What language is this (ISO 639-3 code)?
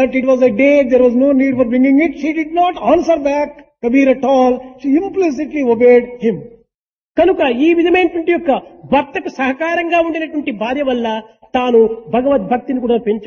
tel